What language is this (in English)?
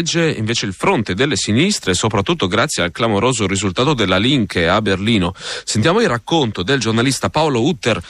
Italian